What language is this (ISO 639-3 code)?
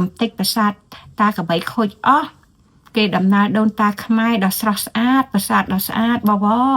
khm